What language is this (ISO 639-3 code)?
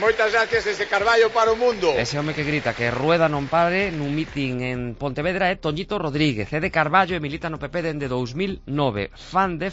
glg